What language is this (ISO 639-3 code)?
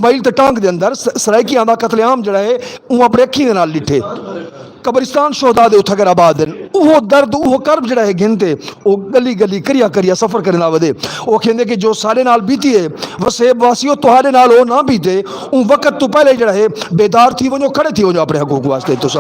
skr